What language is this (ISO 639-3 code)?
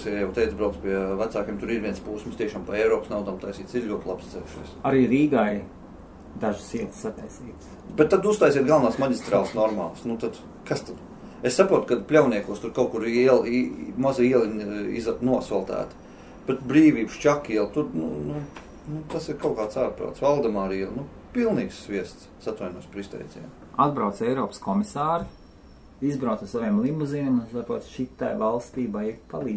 lav